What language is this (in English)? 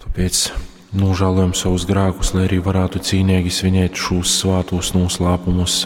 Latgalian